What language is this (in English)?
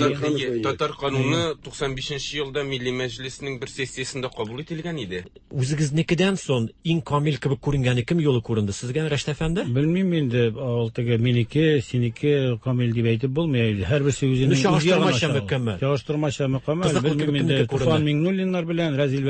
Tatar